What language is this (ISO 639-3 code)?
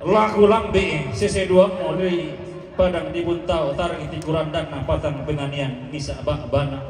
sda